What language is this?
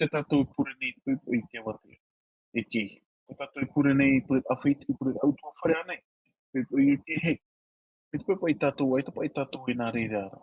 Tahitian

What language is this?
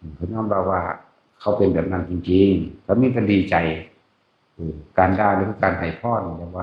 Northeastern Thai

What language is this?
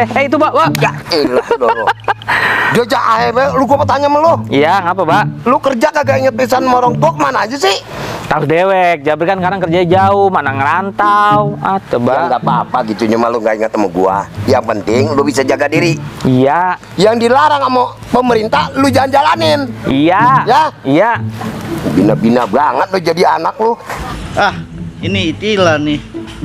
Betawi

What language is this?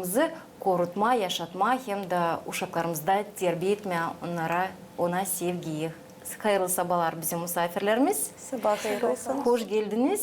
Gagauz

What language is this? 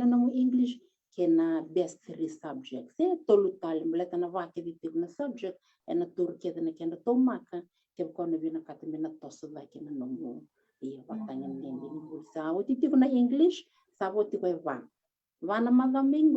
Fijian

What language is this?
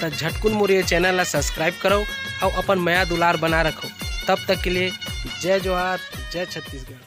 Chhattisgarhi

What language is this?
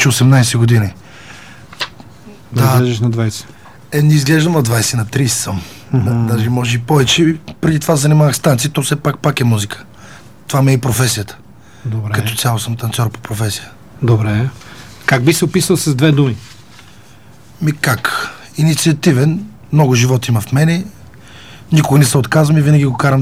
Bulgarian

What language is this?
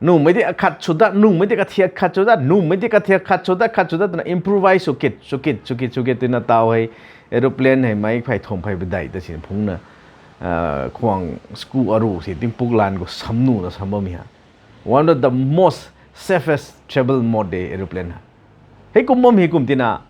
Rongmei Naga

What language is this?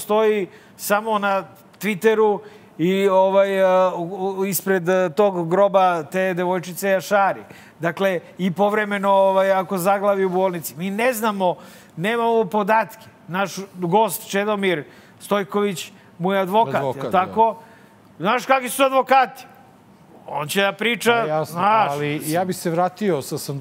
Serbian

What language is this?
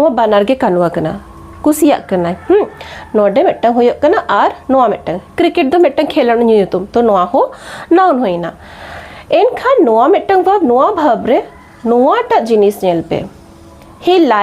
Santali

